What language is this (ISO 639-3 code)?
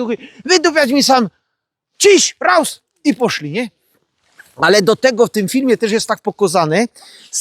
szl